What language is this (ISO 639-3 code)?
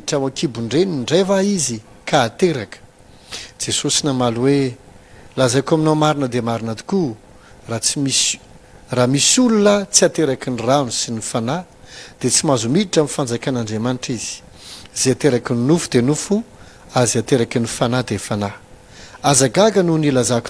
mlg